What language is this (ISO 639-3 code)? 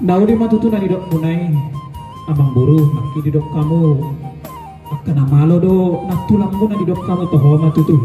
bbc